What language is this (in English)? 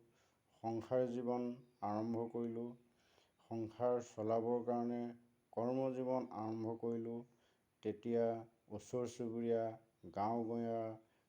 Assamese